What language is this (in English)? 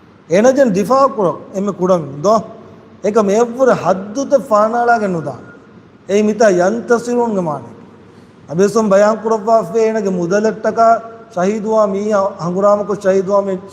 Divehi